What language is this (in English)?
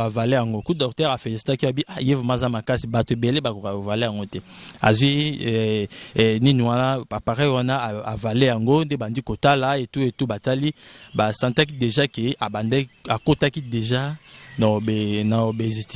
Lingala